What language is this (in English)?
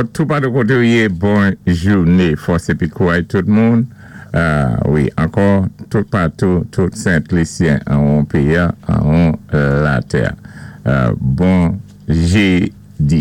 Saint Lucian Creole French